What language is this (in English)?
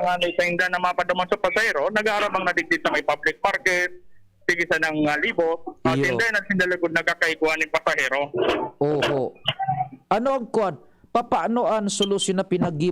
Bikol